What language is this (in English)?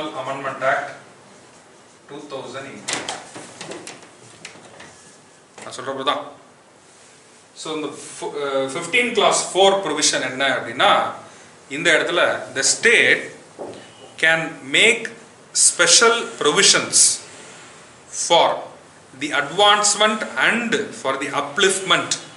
Tamil